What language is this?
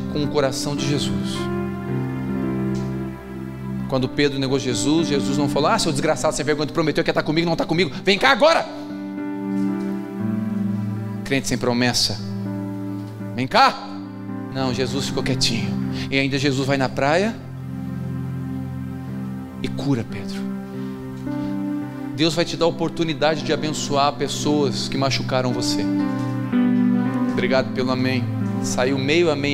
Portuguese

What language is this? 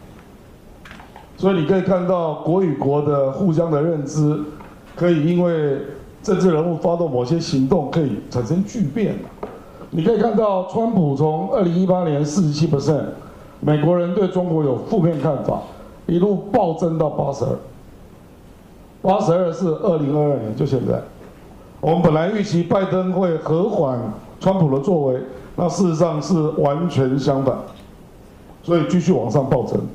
Chinese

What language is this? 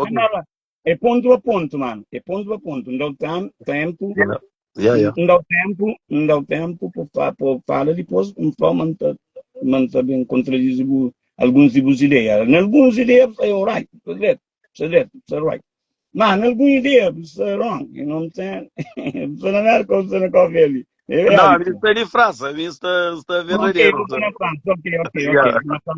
Kabuverdianu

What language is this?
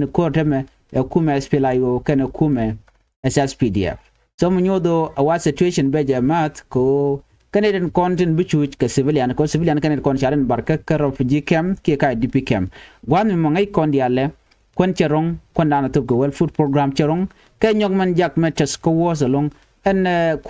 Nuer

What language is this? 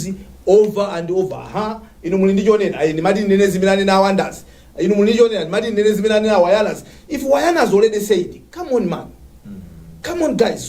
Nyanja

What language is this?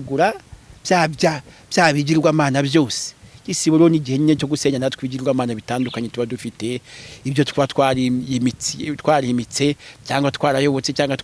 Kinyarwanda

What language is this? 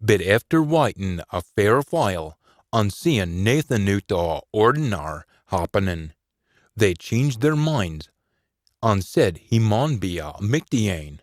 Scots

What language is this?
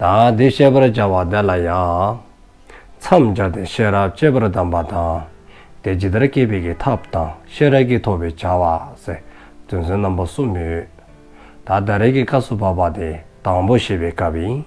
Dzongkha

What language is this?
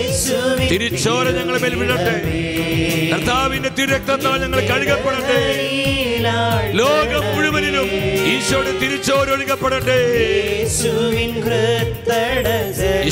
Malayalam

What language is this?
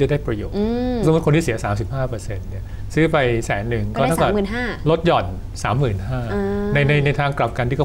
Thai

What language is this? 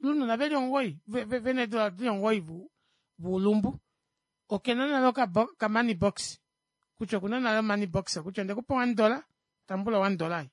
Kuanyama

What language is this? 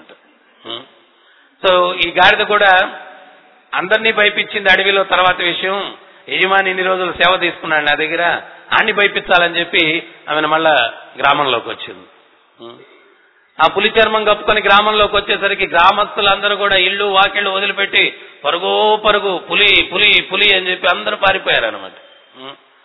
Telugu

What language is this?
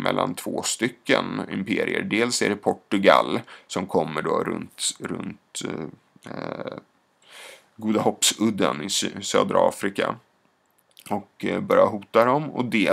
Swedish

